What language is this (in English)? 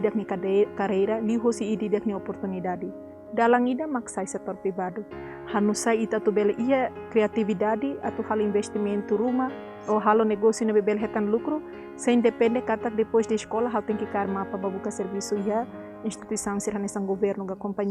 Tetum